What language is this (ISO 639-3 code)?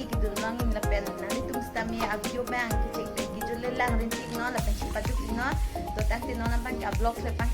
mjw